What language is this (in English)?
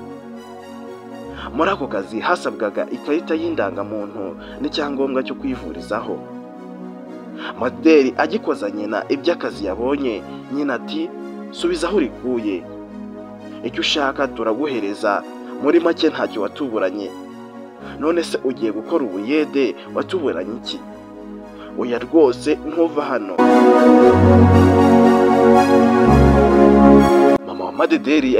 Kinyarwanda